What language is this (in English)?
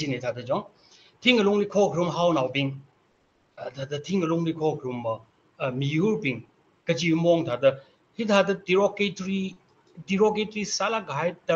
Tangkhul Naga (India)